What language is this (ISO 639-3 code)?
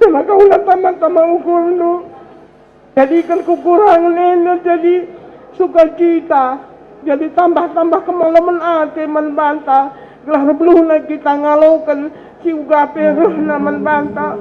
btx